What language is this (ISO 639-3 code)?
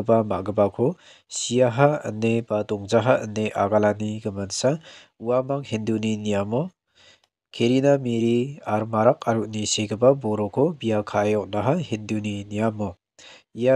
grt